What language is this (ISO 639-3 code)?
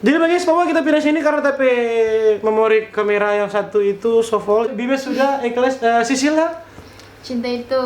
xmm